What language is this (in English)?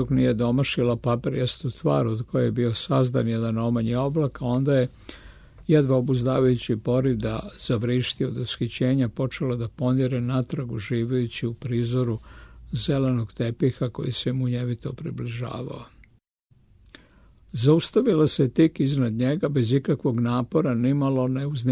Serbian